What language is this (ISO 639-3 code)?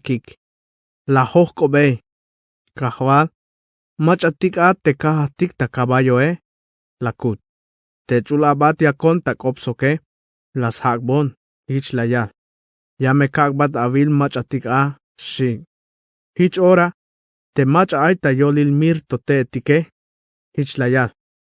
tzh